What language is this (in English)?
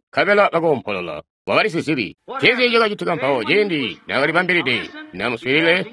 Tonga (Zambia)